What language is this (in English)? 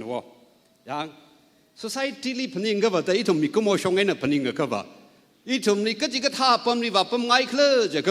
Tangkhul Naga (India)